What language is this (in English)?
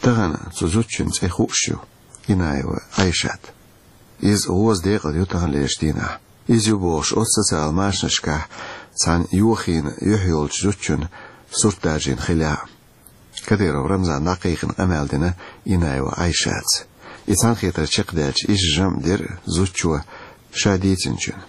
Chechen